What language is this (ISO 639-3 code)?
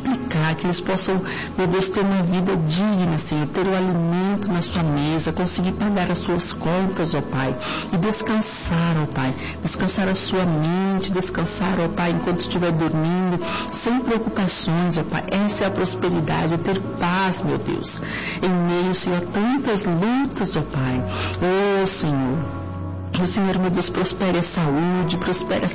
por